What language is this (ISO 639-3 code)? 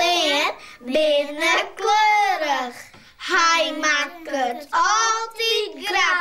fry